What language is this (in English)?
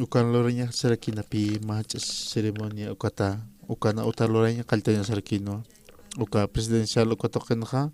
Aymara